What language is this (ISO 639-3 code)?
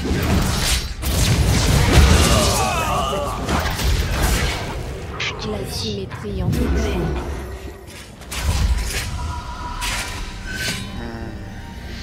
fra